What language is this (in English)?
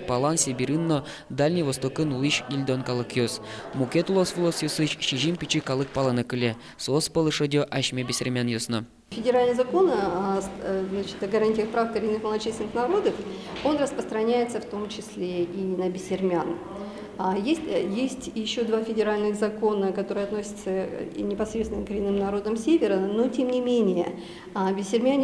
Udmurt